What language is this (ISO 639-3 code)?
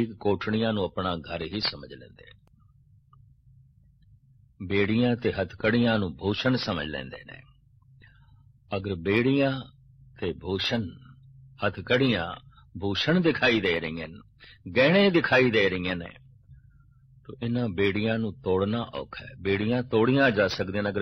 pan